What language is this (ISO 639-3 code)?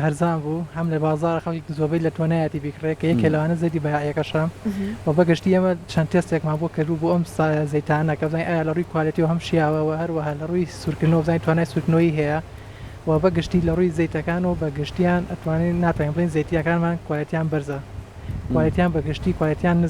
ckb